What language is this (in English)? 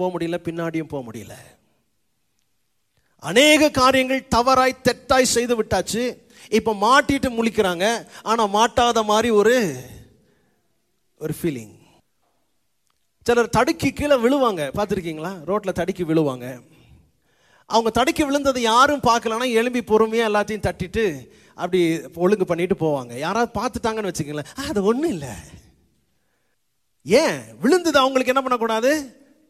Tamil